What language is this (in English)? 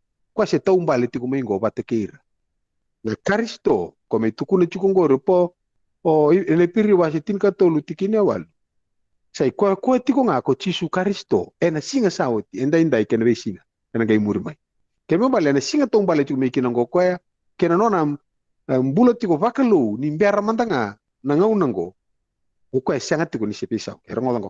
Fijian